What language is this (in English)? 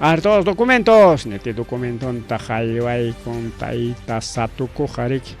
Ayacucho Quechua